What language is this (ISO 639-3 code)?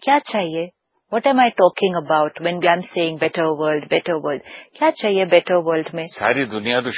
hin